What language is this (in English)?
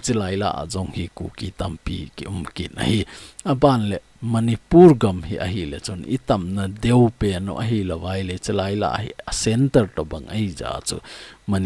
Thado Chin